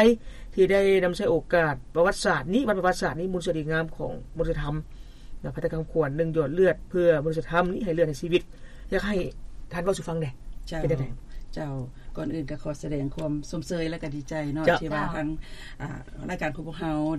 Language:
Lao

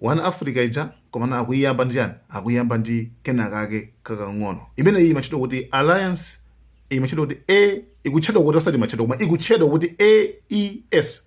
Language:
Nyanja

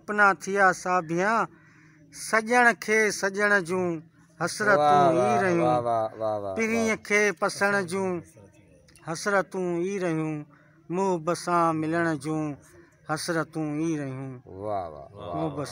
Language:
Sindhi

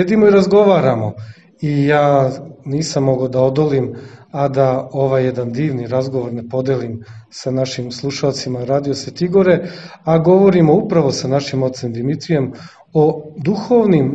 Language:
Serbian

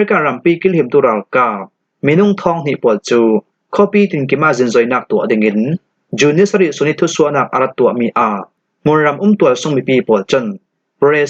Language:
Falam Chin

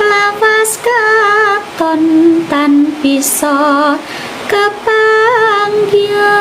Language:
Javanese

